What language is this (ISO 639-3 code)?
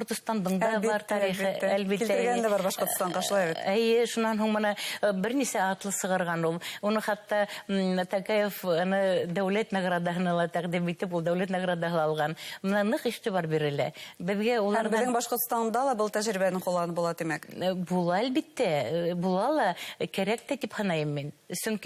bak